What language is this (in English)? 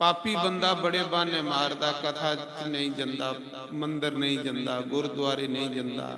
Dogri